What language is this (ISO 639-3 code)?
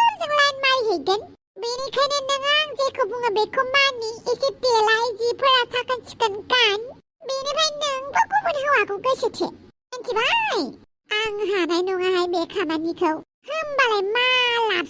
brx